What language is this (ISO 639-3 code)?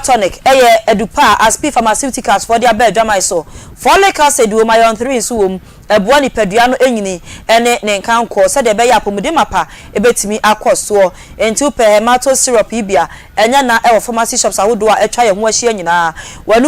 aka